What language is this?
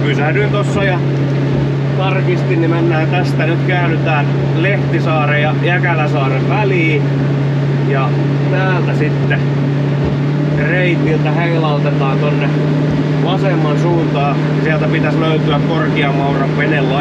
Finnish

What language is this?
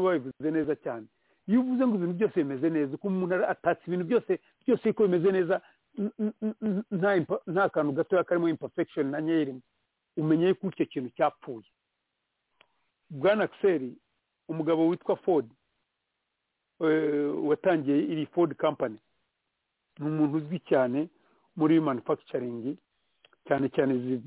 Kinyarwanda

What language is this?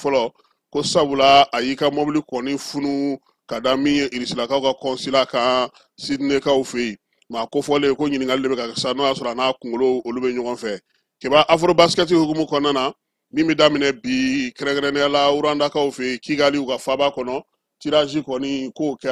Bambara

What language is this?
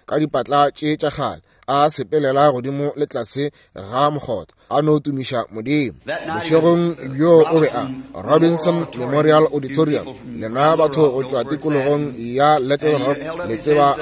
Northern Sotho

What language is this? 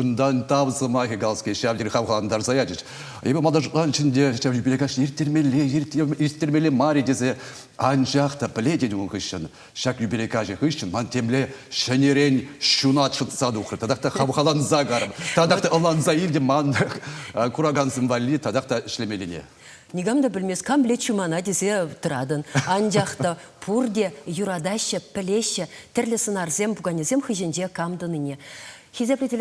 Chuvash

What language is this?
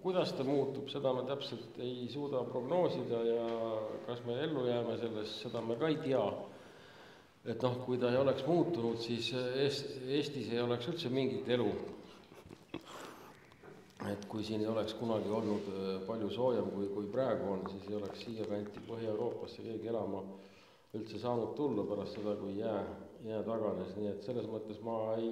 Estonian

